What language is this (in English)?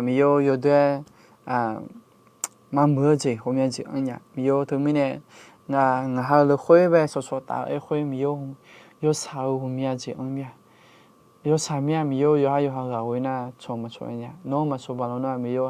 Akha